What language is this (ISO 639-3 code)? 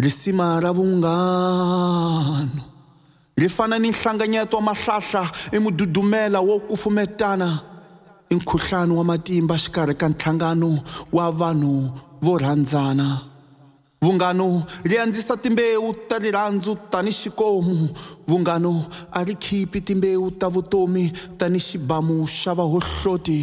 tso